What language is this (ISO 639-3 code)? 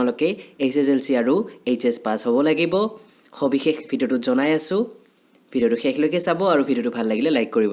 asm